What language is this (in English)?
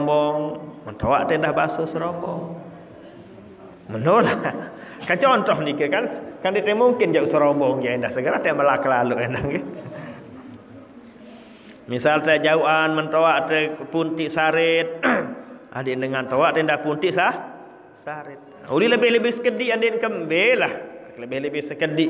Sasak